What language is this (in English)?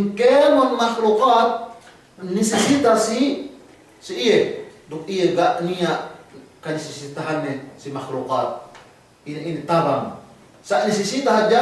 Yakan